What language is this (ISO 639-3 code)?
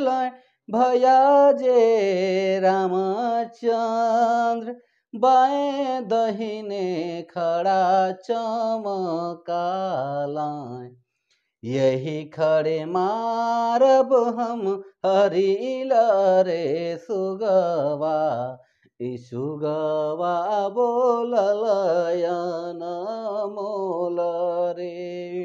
sck